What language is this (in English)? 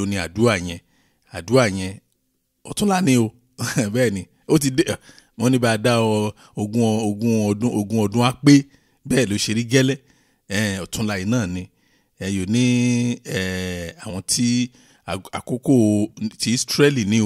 Yoruba